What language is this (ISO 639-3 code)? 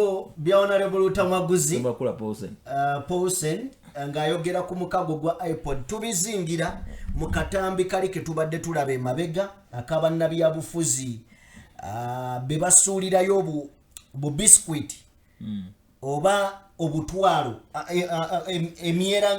lug